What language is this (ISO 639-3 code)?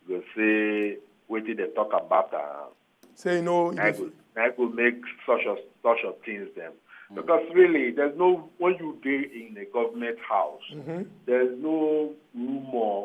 pcm